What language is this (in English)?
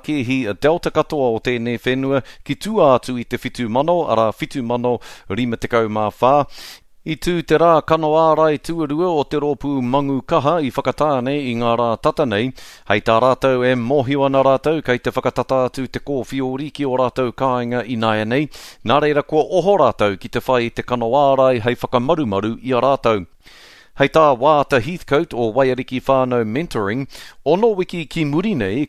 Māori